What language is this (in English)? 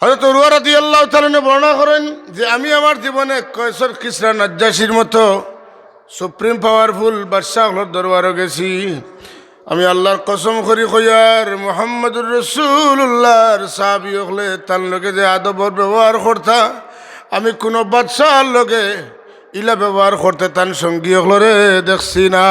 Sylheti